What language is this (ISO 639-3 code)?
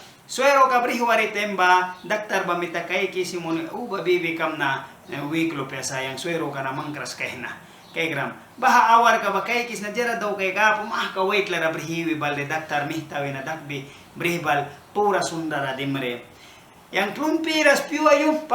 miq